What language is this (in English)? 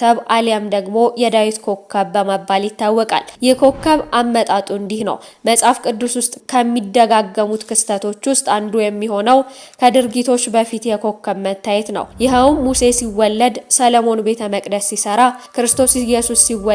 Amharic